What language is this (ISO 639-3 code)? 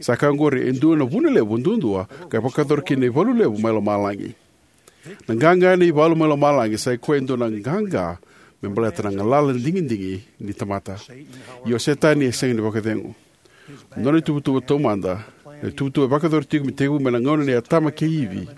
fij